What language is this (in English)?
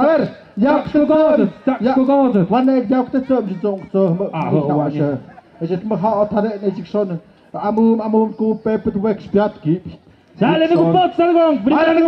Tlahuitoltepec Mixe